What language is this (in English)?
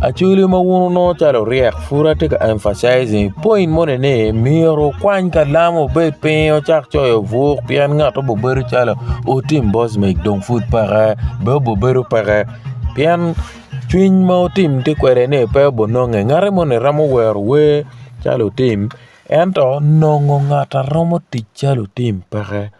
Acoli